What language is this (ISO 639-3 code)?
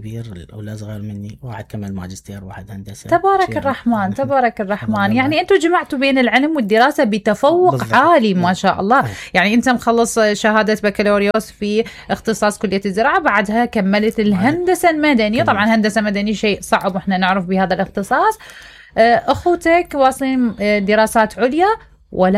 acm